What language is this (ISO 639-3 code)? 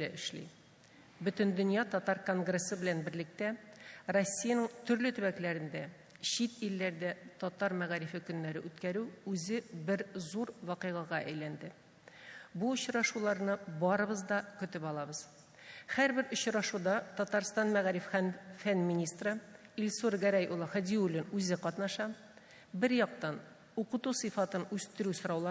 tat